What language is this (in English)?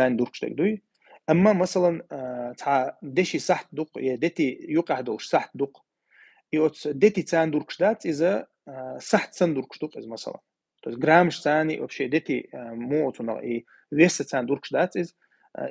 Chechen